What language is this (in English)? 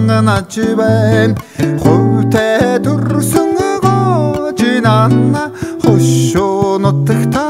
Mongolian